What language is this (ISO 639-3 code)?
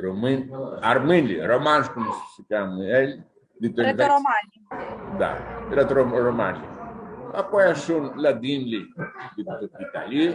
rup